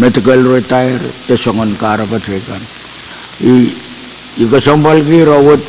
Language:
Pohnpeian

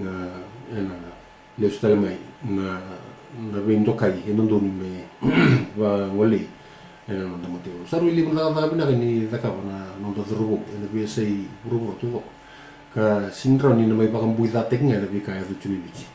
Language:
Fijian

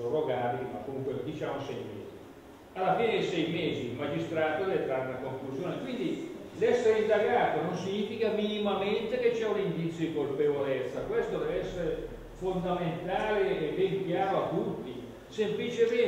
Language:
Italian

